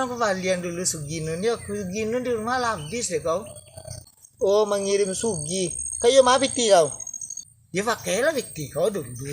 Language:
Minangkabau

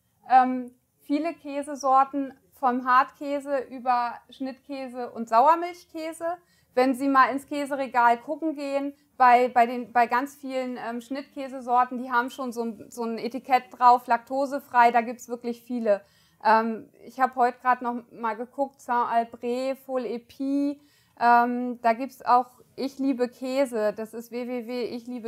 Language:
German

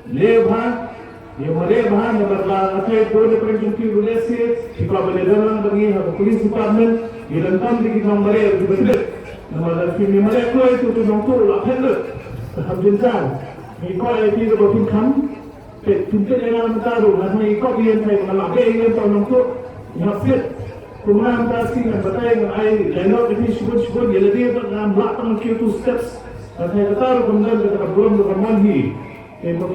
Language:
Khasi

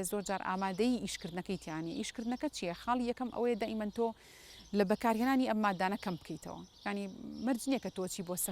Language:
Central Kurdish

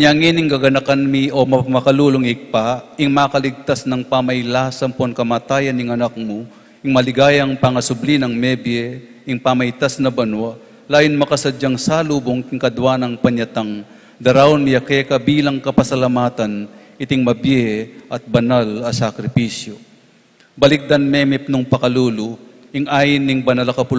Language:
Pampanga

